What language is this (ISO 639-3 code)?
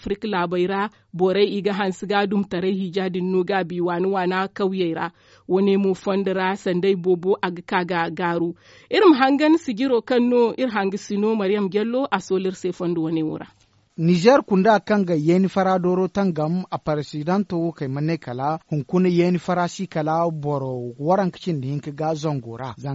dje